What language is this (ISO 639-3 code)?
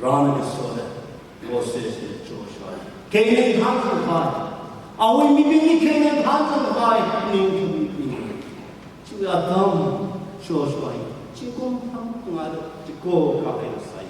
nmf